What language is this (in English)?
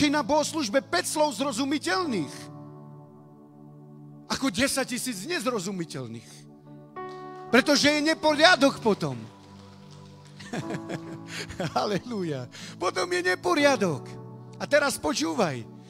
Slovak